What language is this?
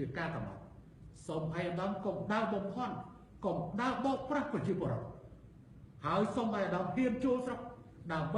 Khmer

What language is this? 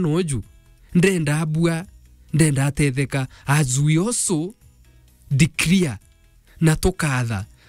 Meru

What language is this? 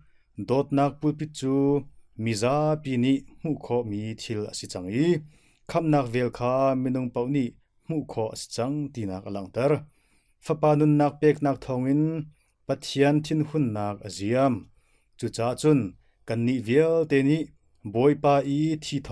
Hakha Chin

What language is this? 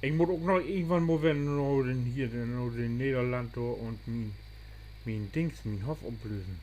Low German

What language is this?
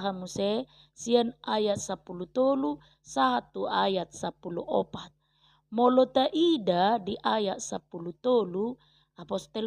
Batak Toba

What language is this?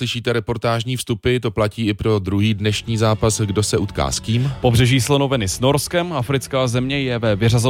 Czech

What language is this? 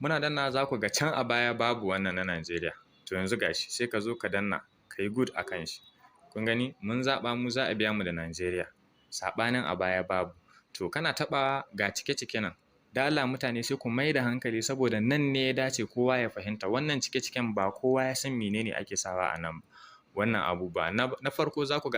Hausa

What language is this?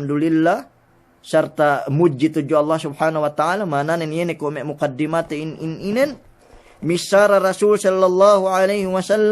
Yakan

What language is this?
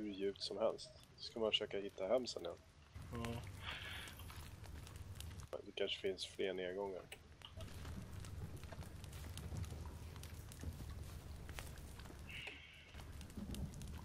Swedish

